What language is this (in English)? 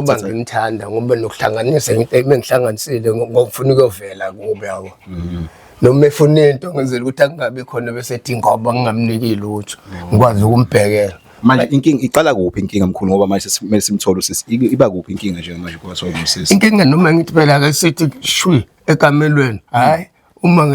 Zulu